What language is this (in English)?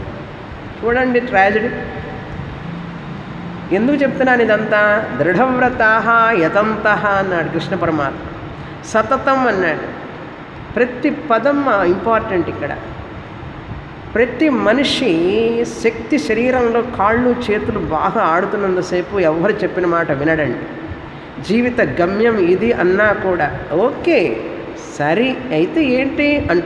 Telugu